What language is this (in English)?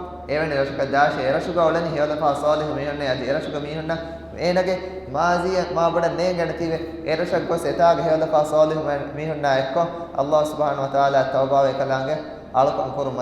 Divehi